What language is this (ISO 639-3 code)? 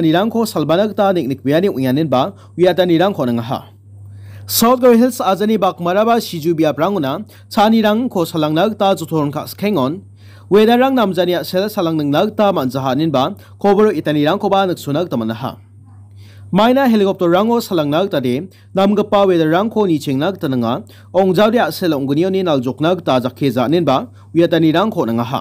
grt